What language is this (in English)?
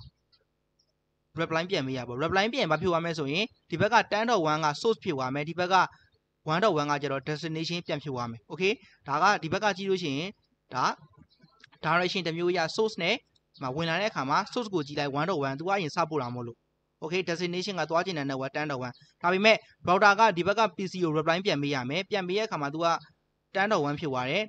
Burmese